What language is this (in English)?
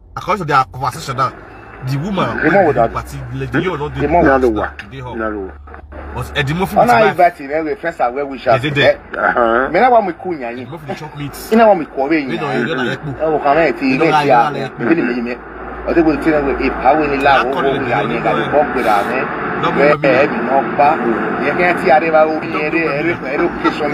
Nigerian Pidgin